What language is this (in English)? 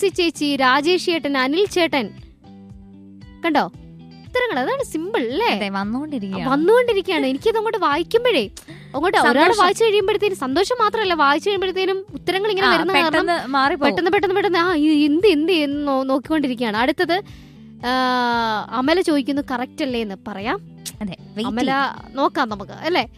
Malayalam